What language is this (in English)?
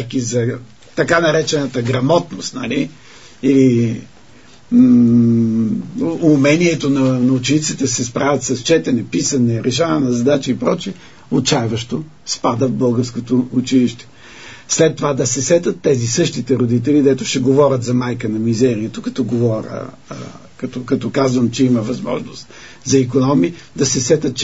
Bulgarian